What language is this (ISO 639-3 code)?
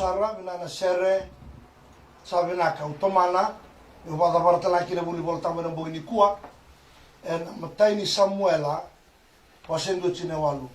fij